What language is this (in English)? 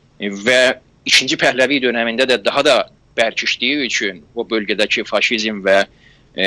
South Azerbaijani